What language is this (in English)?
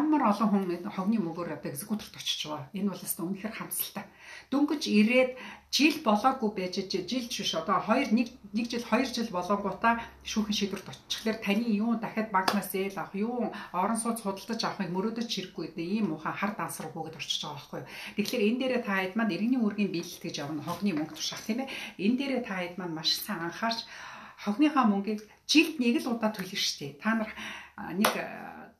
Mongolian